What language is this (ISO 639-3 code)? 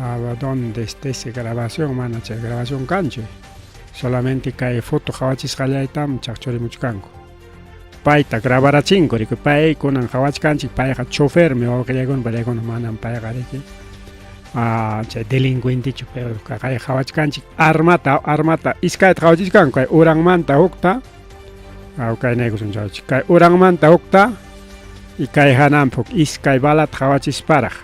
quy